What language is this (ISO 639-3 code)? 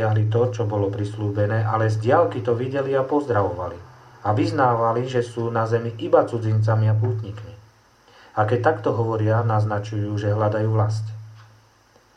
slk